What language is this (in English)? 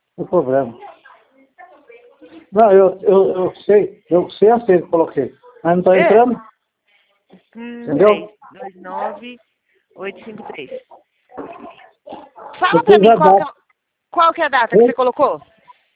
Portuguese